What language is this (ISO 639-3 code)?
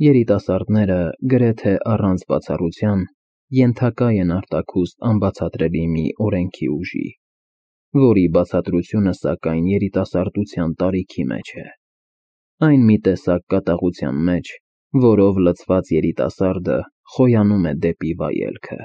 hye